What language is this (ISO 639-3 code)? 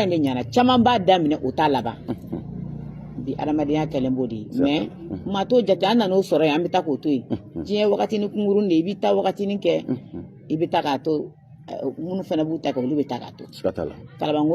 bam